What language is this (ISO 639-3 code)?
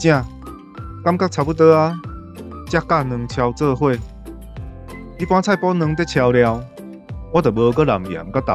nan